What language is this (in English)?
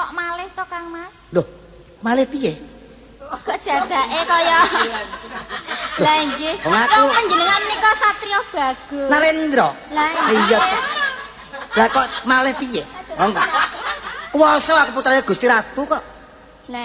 Javanese